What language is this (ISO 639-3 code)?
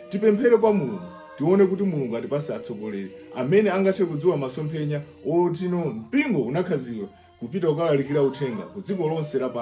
nya